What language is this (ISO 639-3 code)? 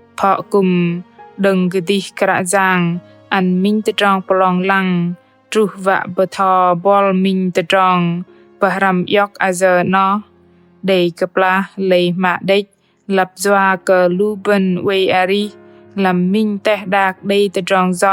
bdq